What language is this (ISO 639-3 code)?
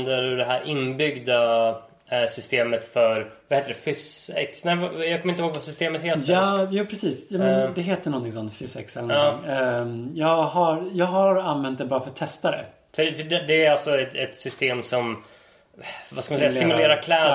swe